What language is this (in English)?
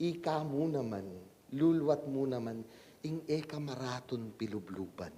Pampanga